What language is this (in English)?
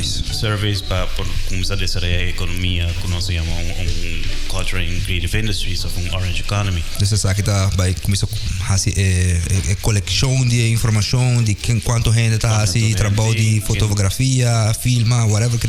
Papiamento